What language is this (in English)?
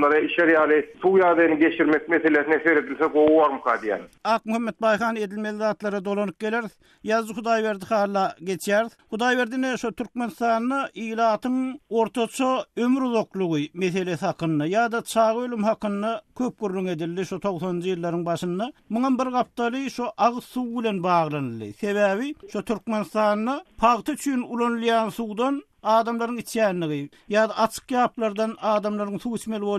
Turkmen